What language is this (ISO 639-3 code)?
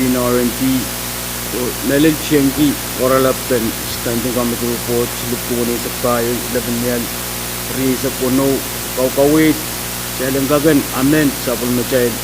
pon